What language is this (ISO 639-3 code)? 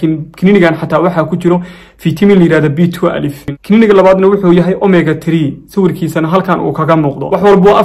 som